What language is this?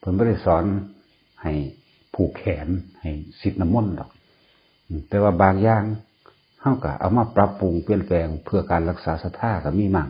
Lao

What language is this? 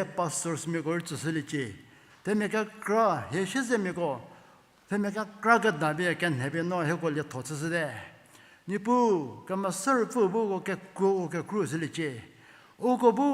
Angami Naga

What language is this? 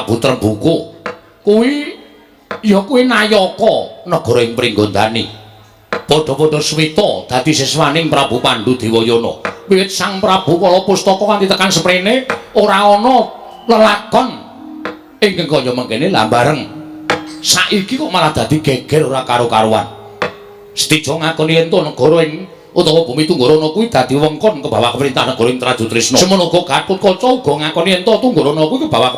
Javanese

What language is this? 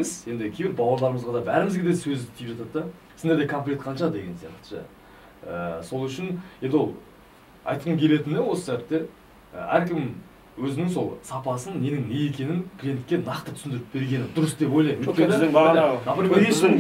Kazakh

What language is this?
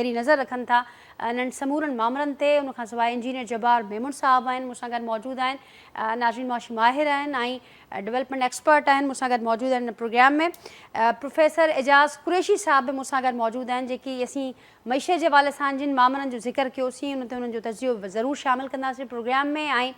Sindhi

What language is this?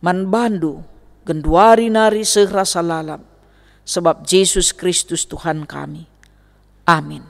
Batak Karo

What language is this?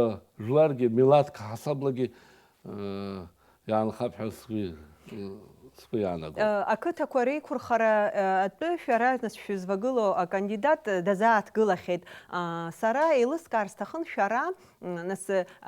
Abkhazian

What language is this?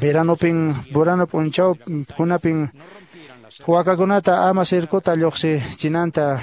Quechua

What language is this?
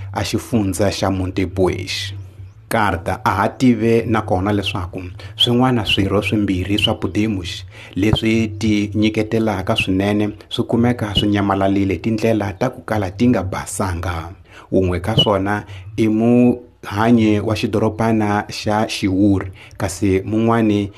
Tsonga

